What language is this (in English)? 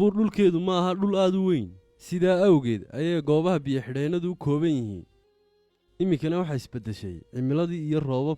Somali